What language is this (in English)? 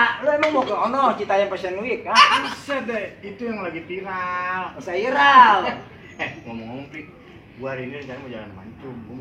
Betawi